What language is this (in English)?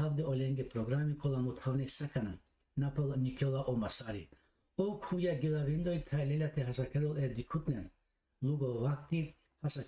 Balkan Romani